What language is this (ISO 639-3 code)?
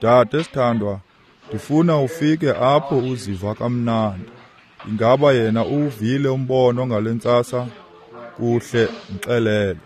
xho